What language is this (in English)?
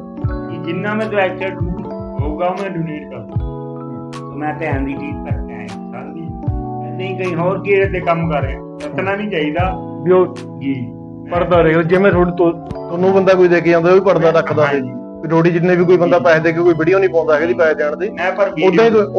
Punjabi